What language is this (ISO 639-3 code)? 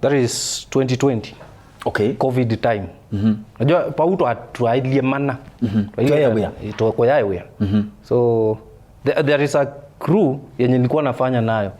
kam